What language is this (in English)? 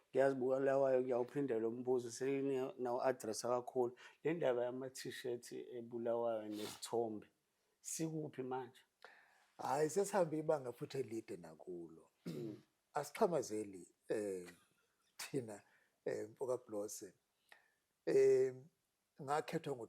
Zulu